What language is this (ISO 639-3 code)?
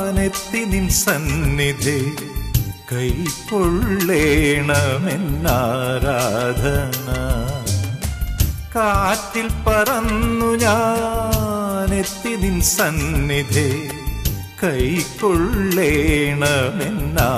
mal